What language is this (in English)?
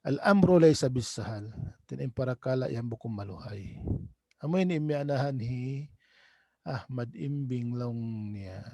Tausug